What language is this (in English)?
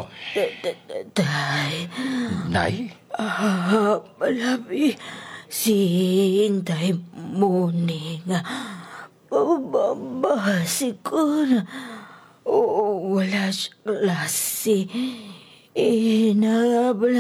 Hiligaynon